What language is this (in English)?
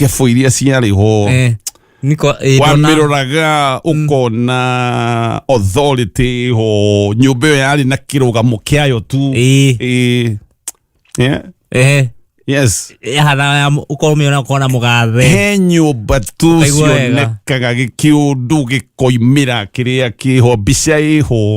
Kikuyu